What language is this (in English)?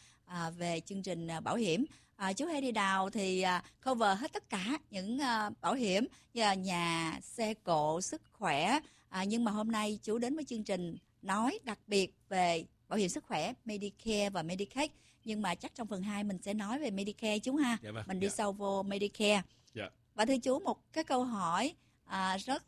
Vietnamese